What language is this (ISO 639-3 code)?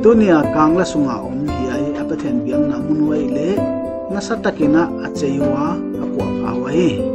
pck